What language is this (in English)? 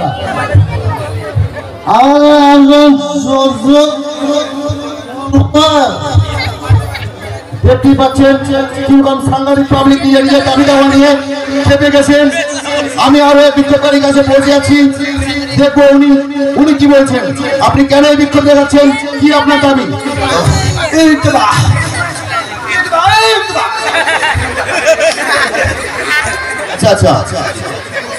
Bangla